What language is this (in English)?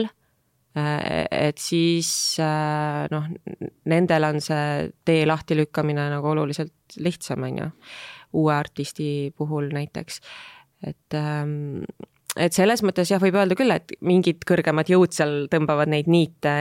Estonian